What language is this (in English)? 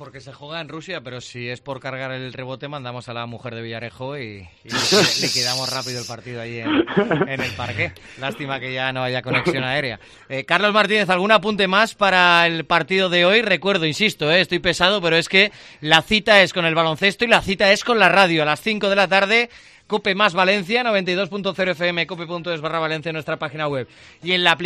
Spanish